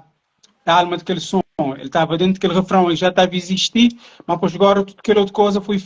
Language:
Kabuverdianu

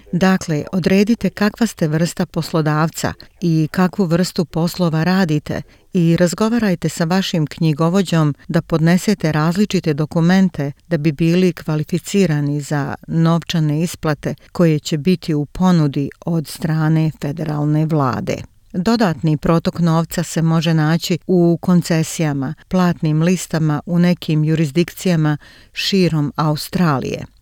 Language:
Croatian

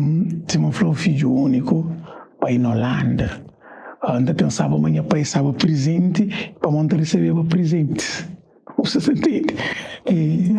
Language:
Kabuverdianu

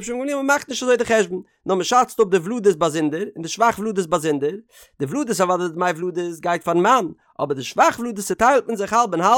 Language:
Yiddish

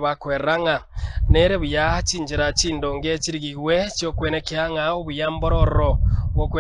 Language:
Gusii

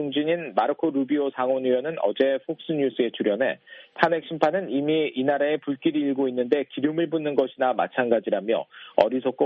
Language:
Korean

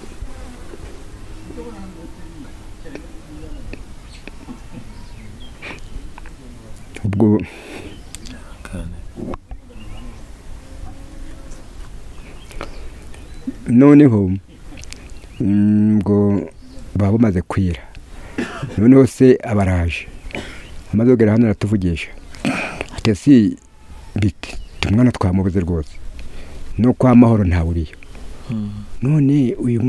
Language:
Kinyarwanda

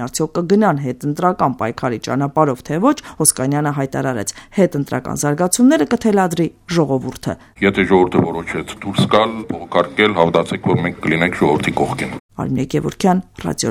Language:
Armenian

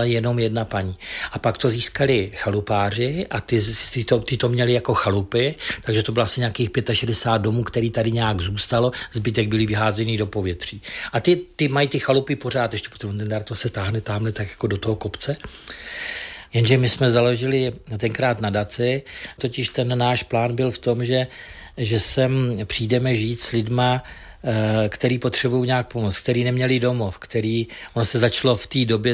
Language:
Czech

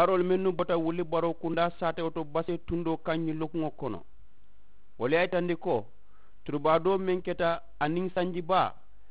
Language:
Mandingo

